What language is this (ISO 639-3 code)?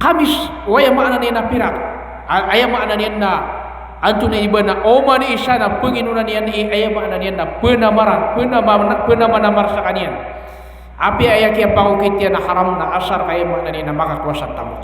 mrw